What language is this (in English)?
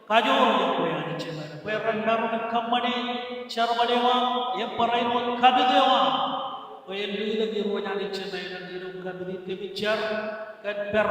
Marshallese